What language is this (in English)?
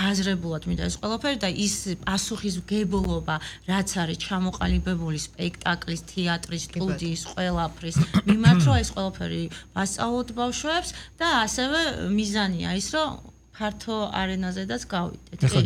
Georgian